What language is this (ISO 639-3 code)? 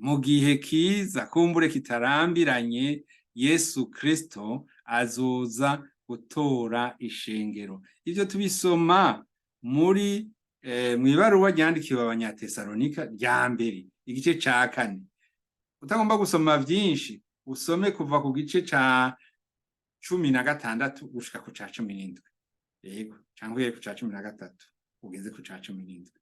run